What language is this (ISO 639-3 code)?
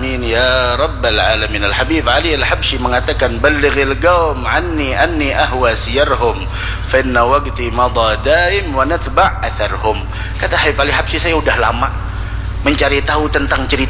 ind